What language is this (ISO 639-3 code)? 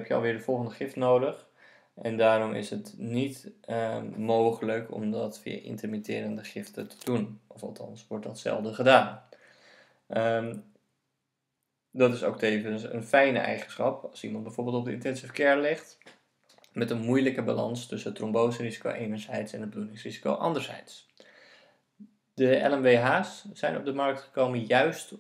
nld